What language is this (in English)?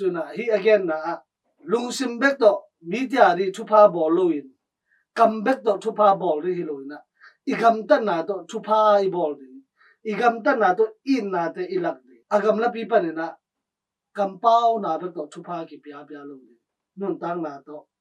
Tedim Chin